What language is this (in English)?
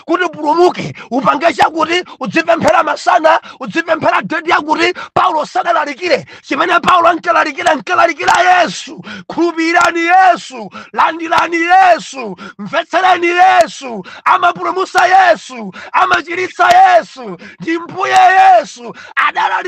Nyanja